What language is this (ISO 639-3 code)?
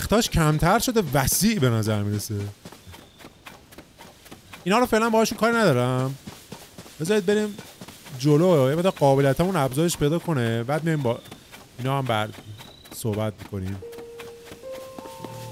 fas